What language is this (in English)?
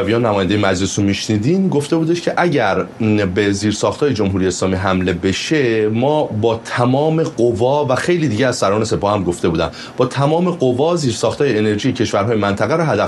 Persian